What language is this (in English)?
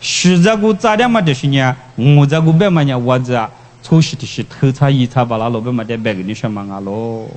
Lisu